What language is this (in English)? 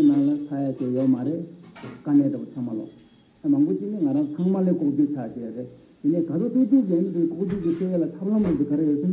Tibetan